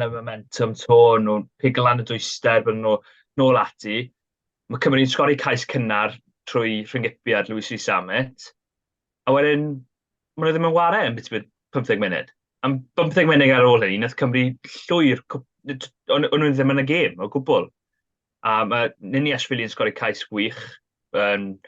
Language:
Welsh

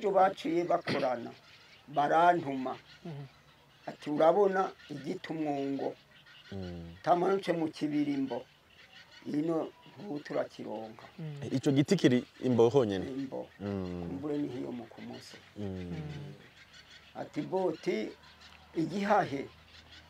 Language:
Rundi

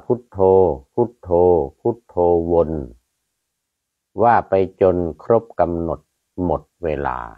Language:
Thai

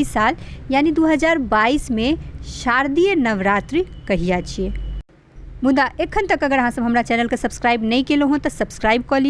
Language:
Maithili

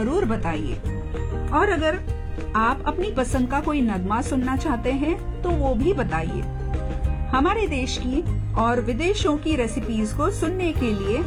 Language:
Hindi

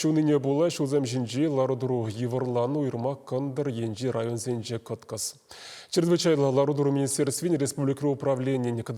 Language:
Chuvash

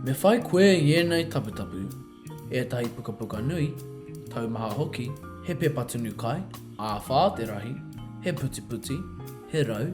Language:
Māori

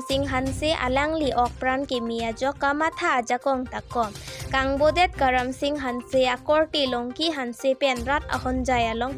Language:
Karbi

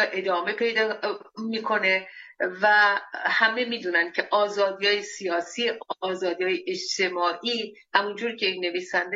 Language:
Persian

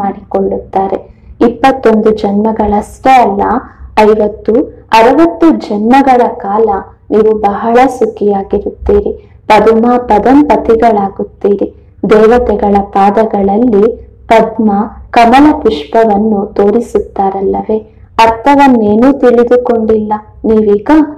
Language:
Kannada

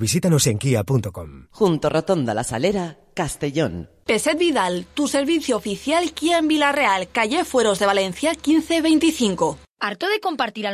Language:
Spanish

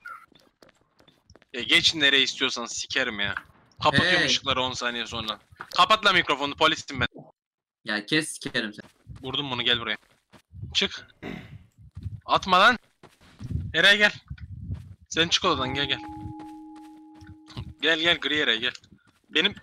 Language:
Turkish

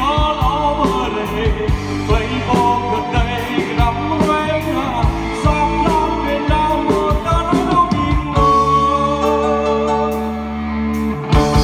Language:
Vietnamese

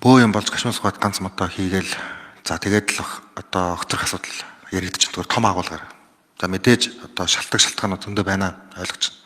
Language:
Mongolian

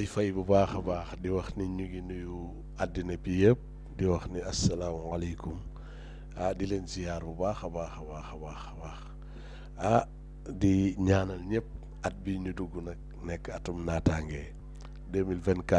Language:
Wolof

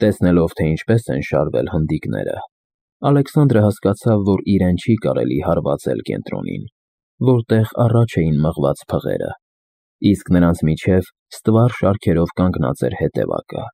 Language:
Armenian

